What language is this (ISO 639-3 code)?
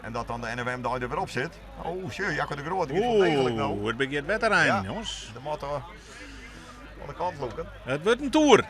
fry